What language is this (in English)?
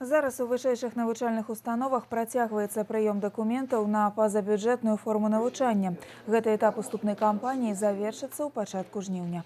Belarusian